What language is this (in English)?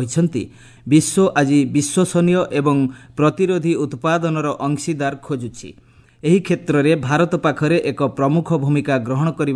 Odia